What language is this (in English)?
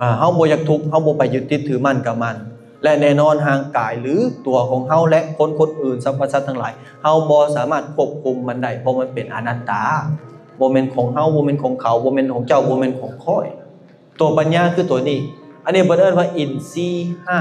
Lao